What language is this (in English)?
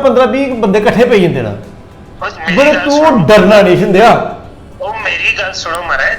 Dogri